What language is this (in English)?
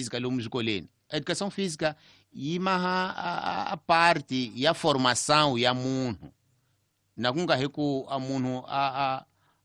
Tsonga